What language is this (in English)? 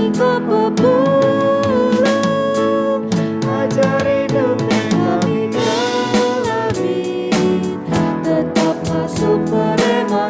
Batak Karo